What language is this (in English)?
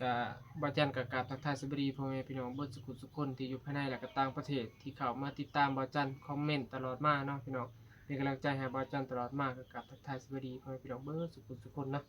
Northeastern Thai